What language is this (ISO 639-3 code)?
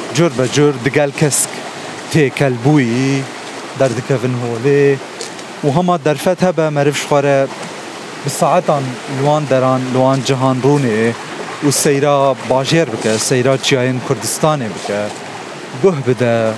kur